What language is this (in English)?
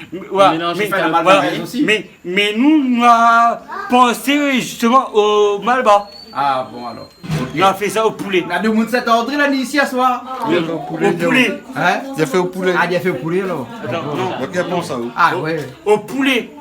Réunion Creole French